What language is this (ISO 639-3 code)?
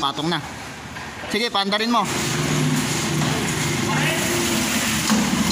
fil